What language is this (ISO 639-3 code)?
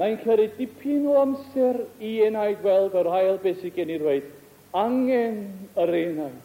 cym